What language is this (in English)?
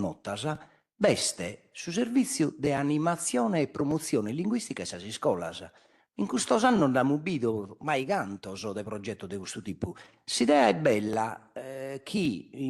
Sardinian